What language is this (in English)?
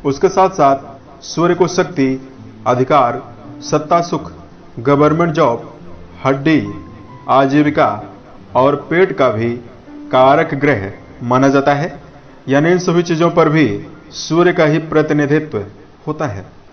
Hindi